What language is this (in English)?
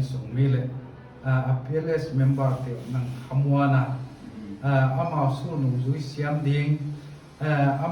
Paite Chin